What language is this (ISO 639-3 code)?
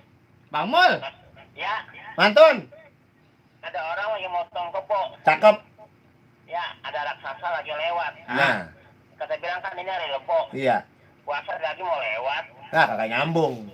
bew